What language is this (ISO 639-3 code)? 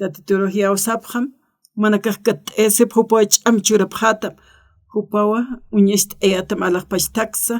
aym